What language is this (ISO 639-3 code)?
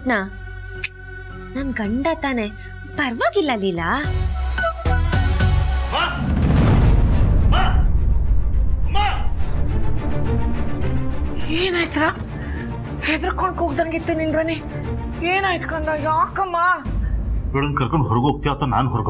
kan